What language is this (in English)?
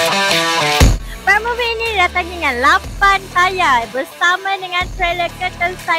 Malay